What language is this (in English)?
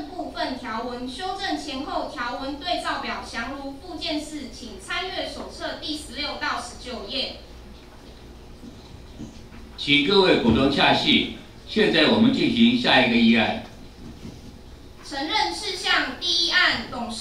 Chinese